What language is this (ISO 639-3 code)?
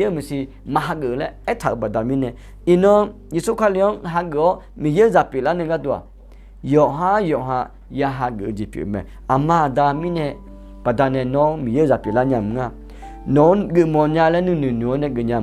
ahk